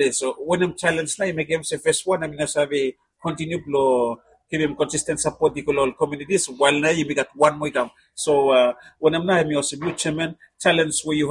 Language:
Bislama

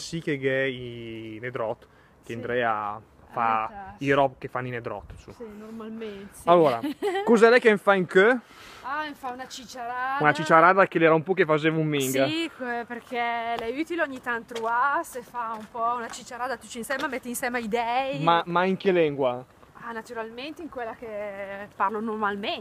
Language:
Lombard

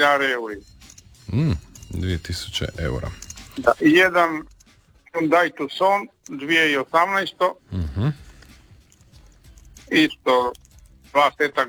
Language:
Croatian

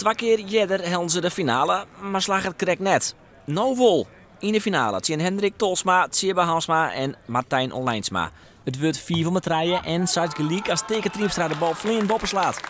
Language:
Western Frisian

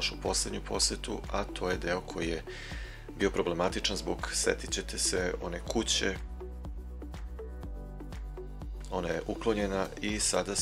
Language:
Serbian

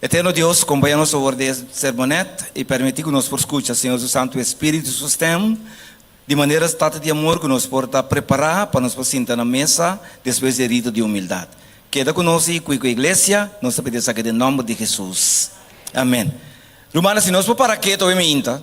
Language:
Papiamento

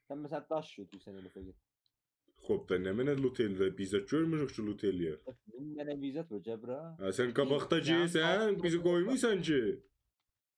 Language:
South Azerbaijani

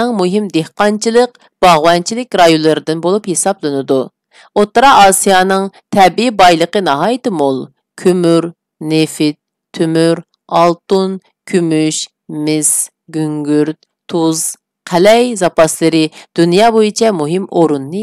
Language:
Uyghur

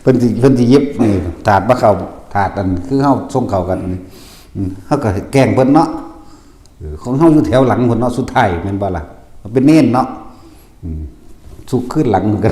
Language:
Northeastern Thai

